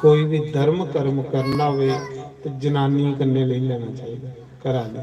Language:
Dogri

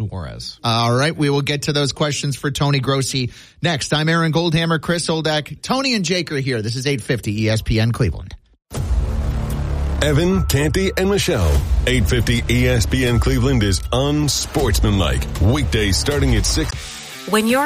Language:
English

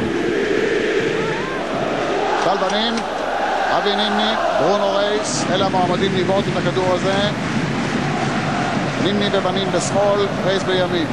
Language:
Hebrew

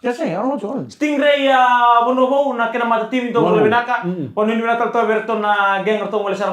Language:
Fijian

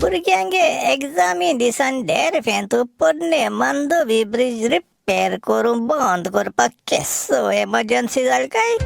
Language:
Konkani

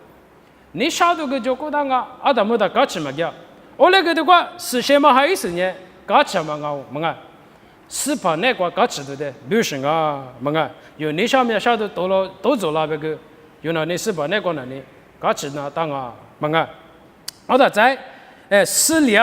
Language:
Lisu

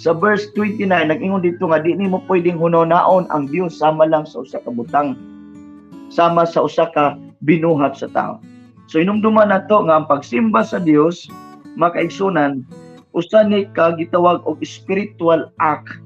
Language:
Cebuano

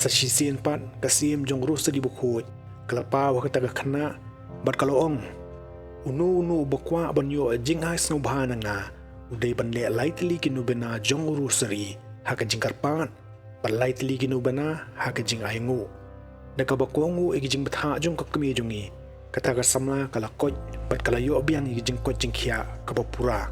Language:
Khasi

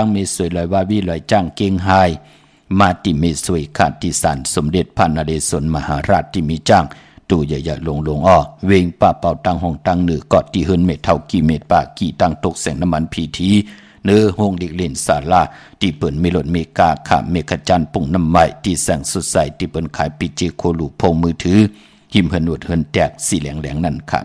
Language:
Shan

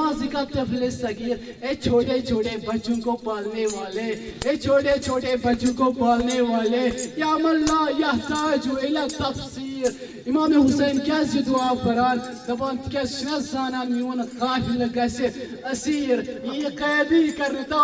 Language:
Kashmiri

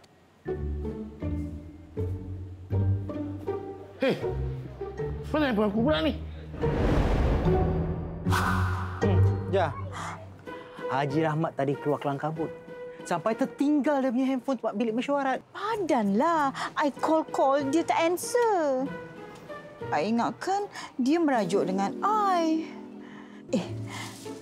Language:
Malay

